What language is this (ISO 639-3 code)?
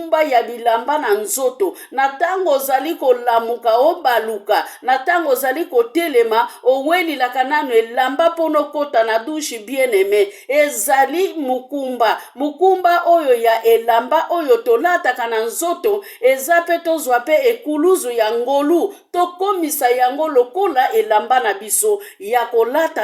lin